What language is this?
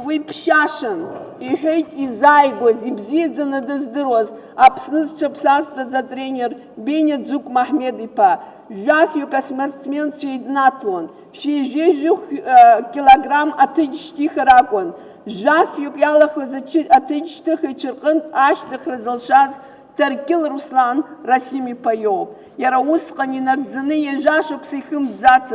Abkhazian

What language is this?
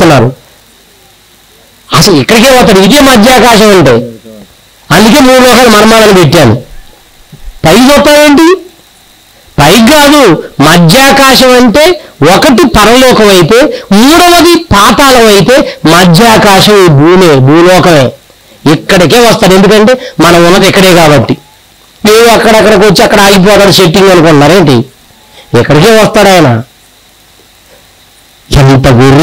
Telugu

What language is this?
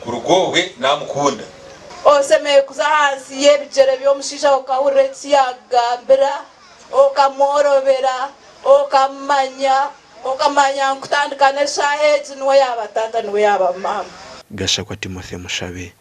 Nyankole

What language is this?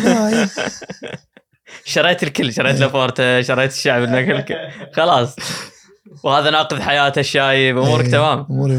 Gulf Arabic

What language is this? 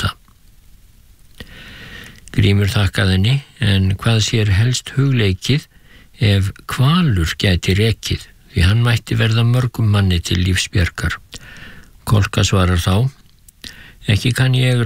Icelandic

